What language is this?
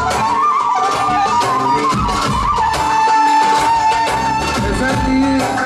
Turkish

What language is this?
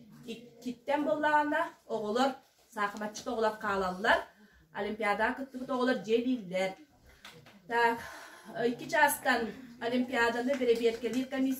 Yakut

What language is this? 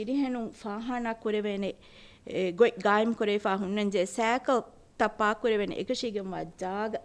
Divehi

